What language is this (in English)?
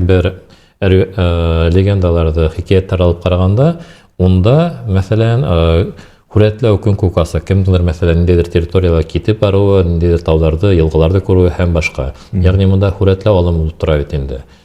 Bashkir